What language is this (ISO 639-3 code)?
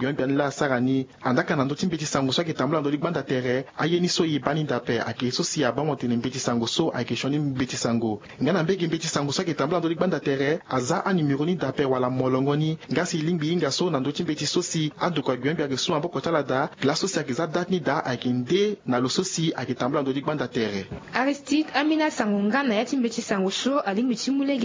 sag